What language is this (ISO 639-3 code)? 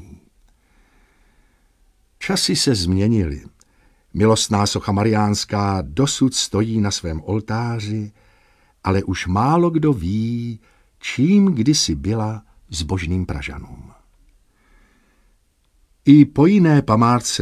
ces